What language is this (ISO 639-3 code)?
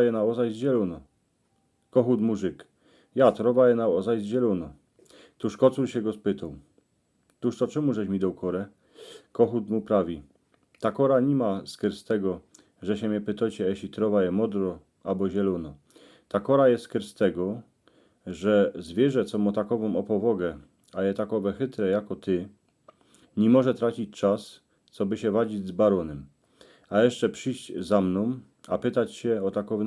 szl